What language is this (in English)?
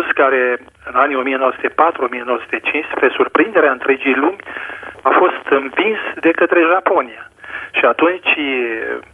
Romanian